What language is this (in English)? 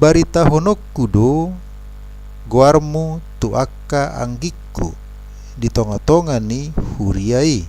Batak Toba